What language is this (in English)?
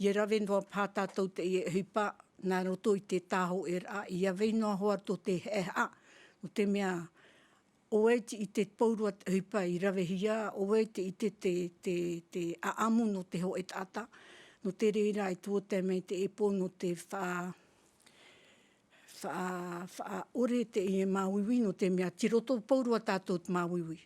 Tahitian